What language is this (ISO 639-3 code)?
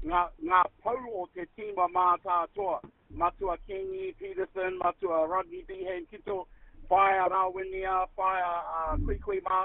mri